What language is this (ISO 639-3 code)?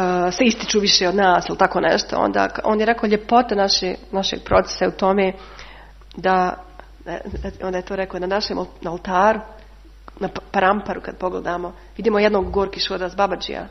srp